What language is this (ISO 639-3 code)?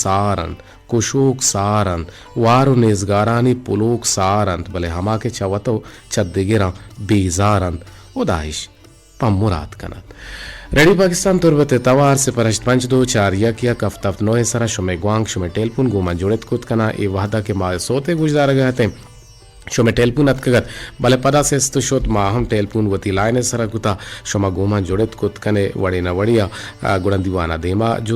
bgp